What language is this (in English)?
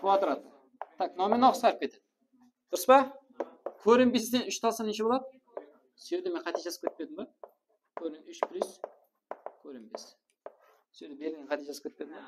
Kara-Kalpak